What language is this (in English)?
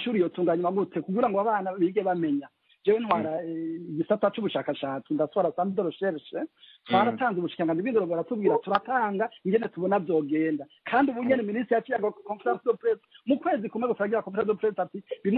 Rundi